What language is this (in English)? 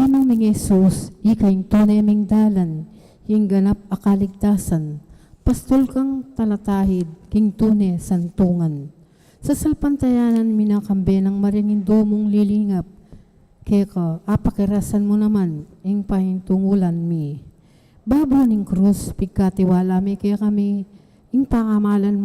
Pampanga